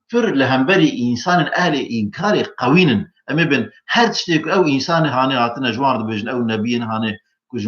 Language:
Kurdish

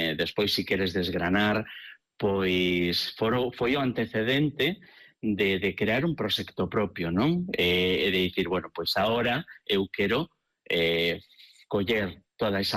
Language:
Galician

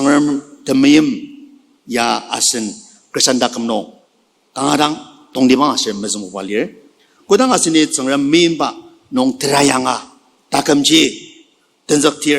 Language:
Ao Naga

